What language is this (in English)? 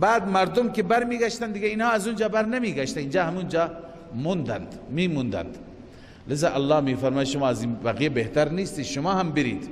Persian